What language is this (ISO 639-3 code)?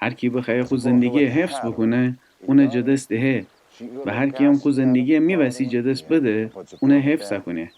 glk